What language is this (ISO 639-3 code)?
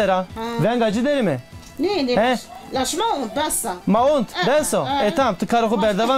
zza